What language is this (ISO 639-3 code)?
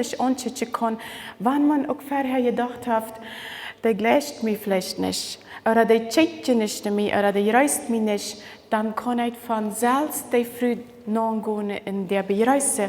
pdt